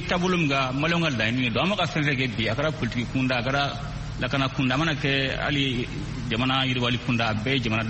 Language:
Bambara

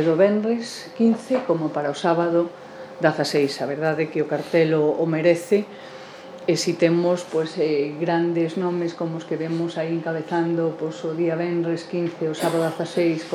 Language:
Galician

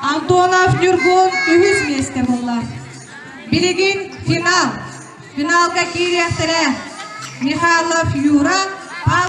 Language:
Yakut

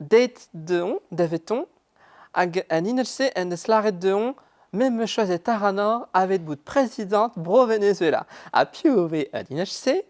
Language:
Breton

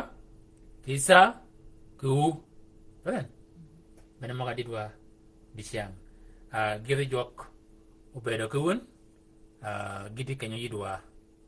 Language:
Shilluk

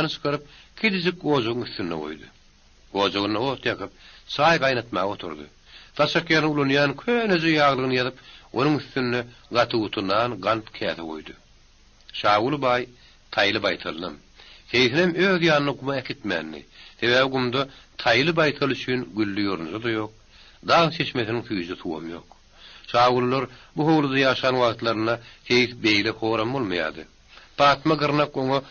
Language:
Turkmen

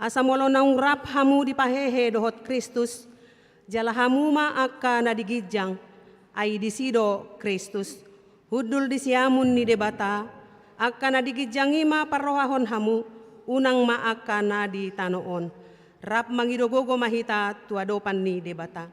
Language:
Batak Toba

